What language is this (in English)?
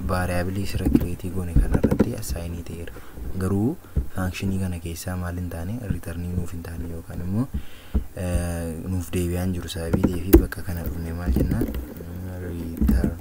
Oromo